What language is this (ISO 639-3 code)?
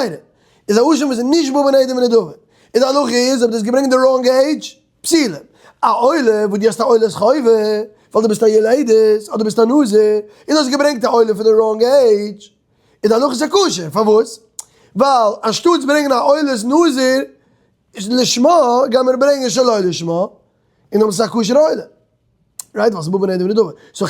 yid